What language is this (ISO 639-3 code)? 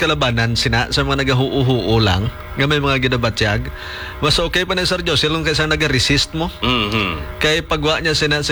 hil